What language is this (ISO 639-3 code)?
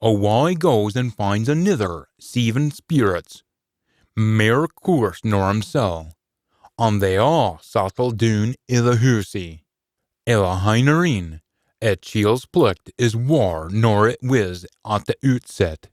sco